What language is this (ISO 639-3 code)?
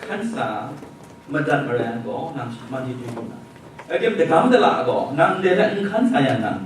kac